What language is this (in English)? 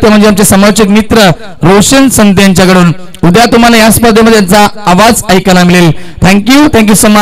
Marathi